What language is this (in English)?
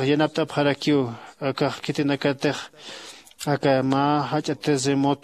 Aymara